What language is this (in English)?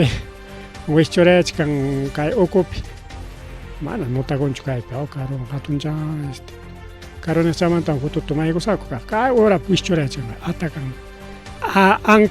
Ayacucho Quechua